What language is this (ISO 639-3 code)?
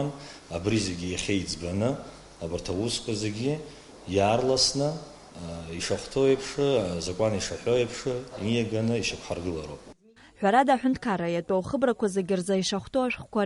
abk